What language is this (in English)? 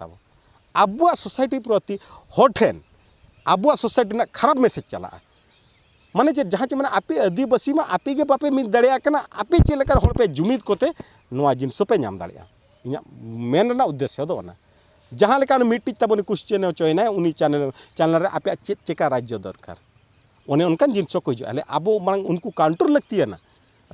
Santali